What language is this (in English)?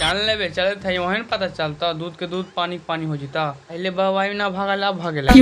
Magahi